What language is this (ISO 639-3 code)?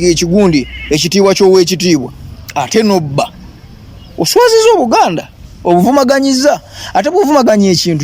lug